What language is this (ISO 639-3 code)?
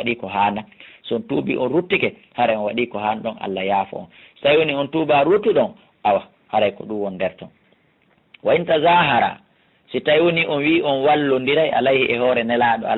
ful